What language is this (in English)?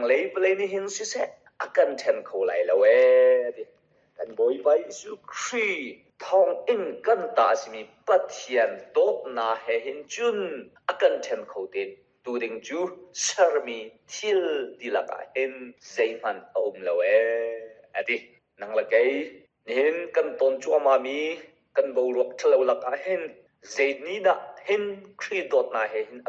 Hakha Chin